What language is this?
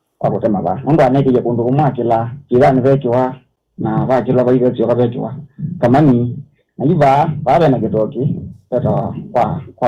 Kamba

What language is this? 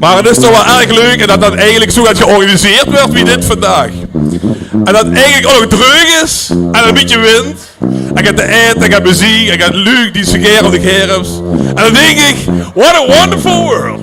Limburgish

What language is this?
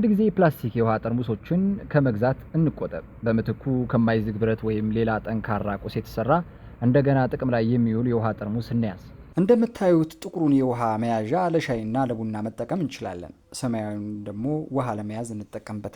Amharic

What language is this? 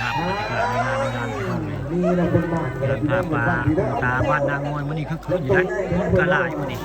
Northeastern Thai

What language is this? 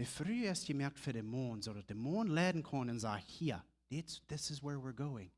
Plautdietsch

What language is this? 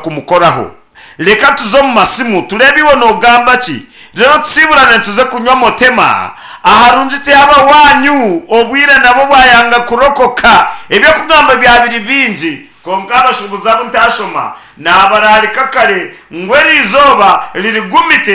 Nyankole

